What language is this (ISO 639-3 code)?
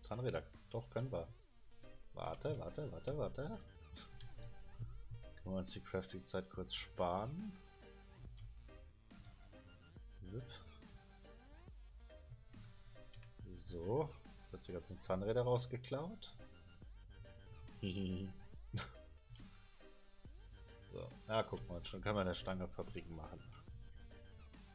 deu